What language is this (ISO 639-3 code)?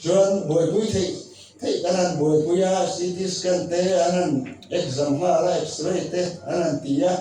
lus